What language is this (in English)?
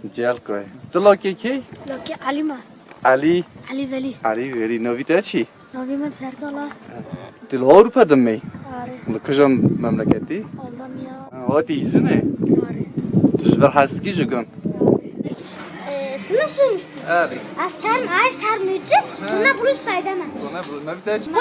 Kurdish